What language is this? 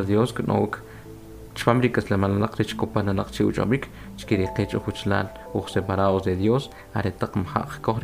Kʼicheʼ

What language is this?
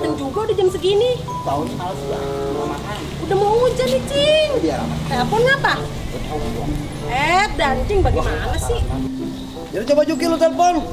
Betawi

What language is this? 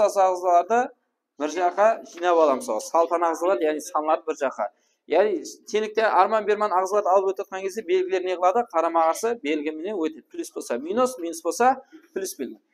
Kara-Kalpak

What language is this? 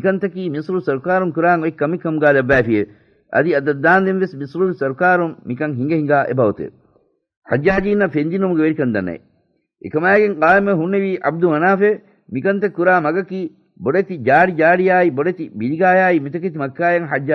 Divehi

